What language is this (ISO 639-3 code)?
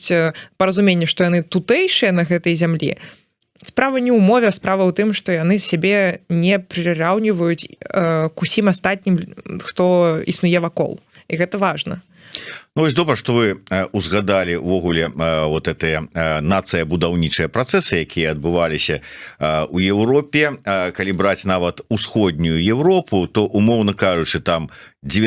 bel